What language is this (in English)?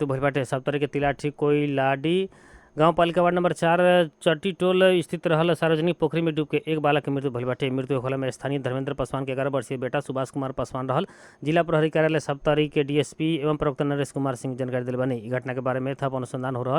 Bhojpuri